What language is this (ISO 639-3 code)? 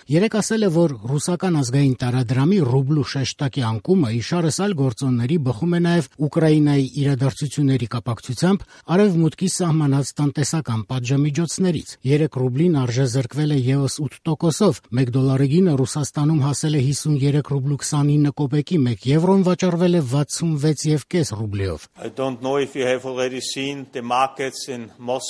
hye